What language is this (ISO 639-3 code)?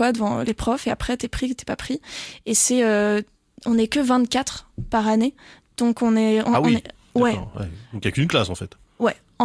fra